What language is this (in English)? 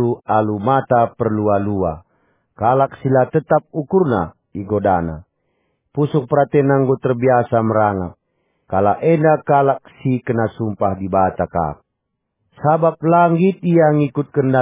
Batak Karo